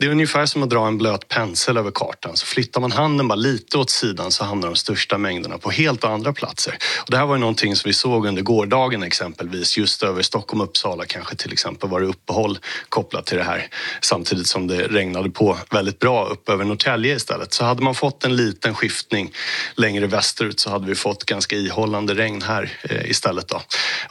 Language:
Swedish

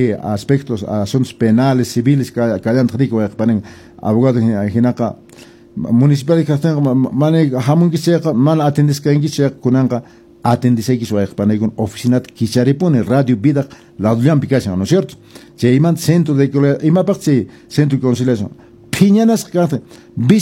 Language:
Quechua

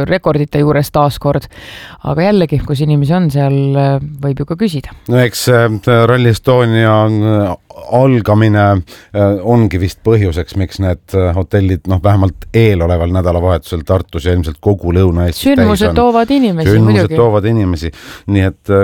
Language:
Estonian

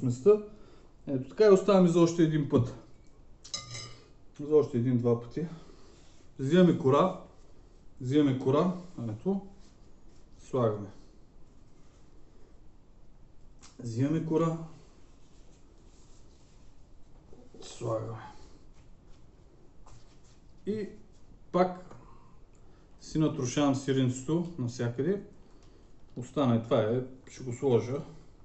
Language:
Bulgarian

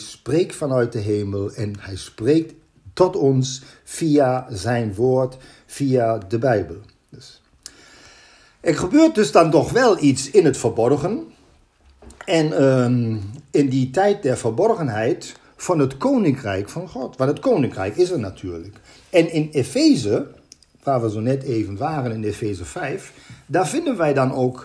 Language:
Dutch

